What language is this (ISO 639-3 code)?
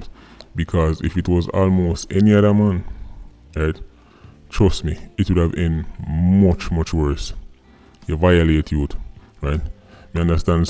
jam